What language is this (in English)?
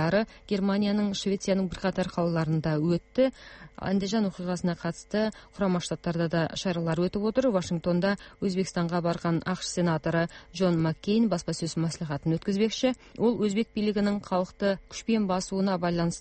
Kazakh